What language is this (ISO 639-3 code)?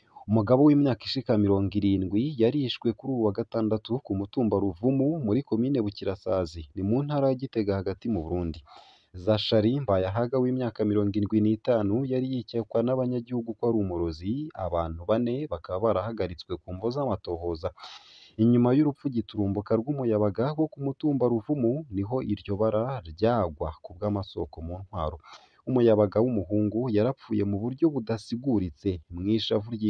run